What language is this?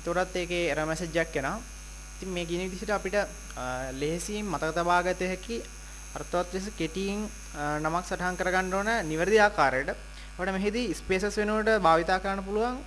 Sinhala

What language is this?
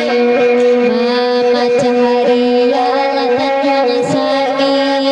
Minangkabau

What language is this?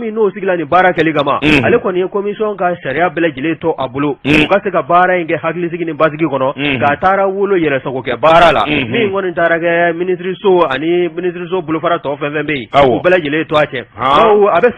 Bambara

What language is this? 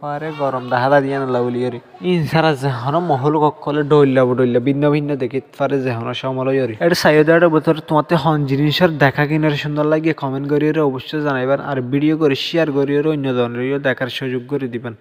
Rohingya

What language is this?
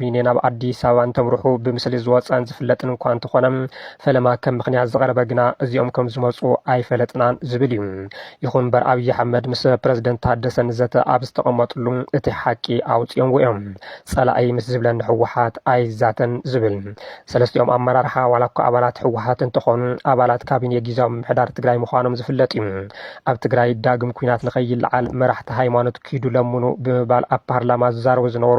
Tigrinya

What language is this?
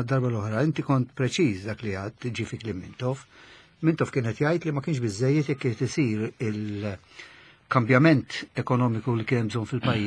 Maltese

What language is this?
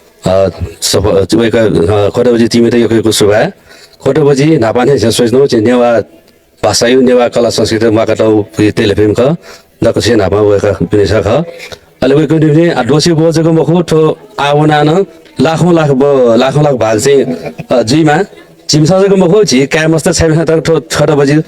Newari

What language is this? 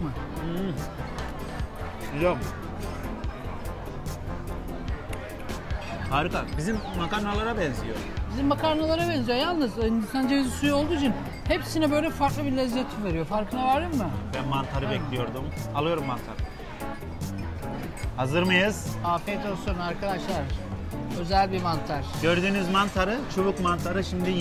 Turkish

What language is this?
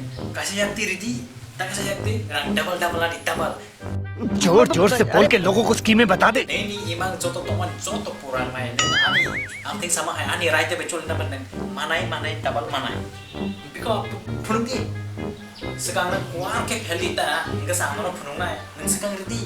Kok Borok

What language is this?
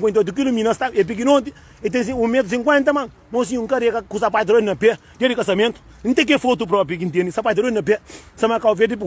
Kabuverdianu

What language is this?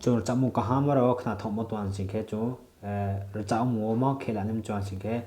Riang (India)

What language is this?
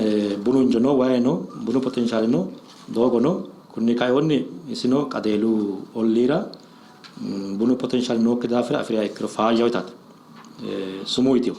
Sidamo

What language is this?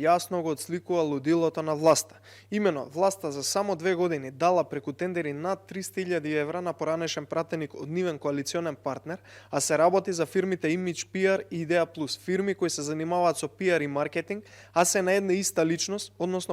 Macedonian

